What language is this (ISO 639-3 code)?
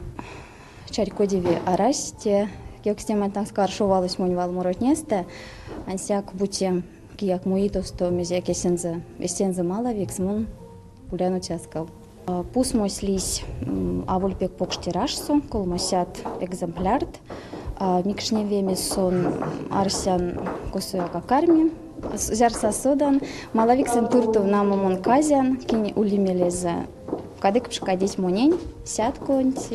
myv